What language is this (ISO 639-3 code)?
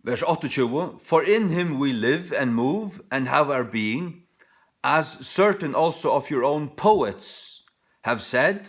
fao